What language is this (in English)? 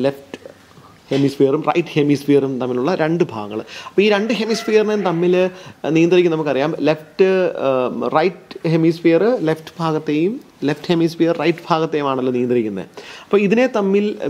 Malayalam